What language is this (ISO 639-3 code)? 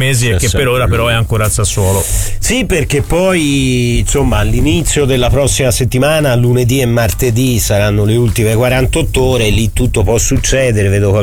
ita